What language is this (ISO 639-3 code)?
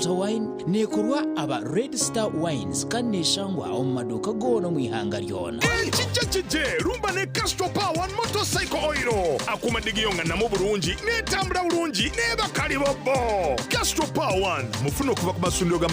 nyn